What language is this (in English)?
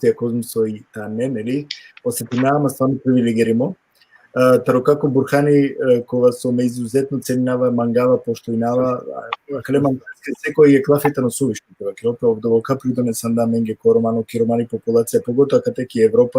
Balkan Romani